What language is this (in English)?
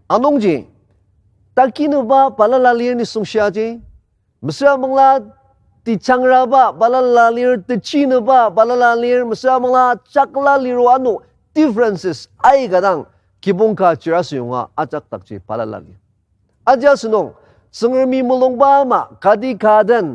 Ao Naga